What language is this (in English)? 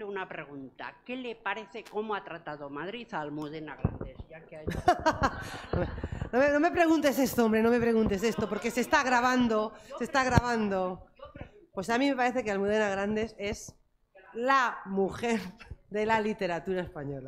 Spanish